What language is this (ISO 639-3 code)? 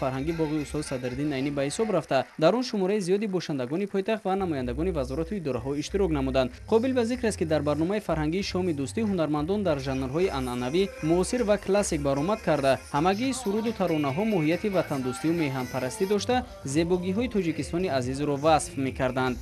tgk